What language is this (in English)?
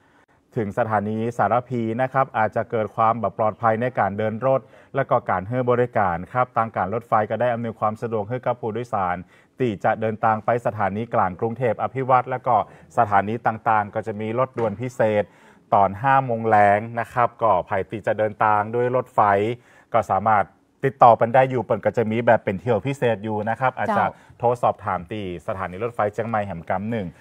Thai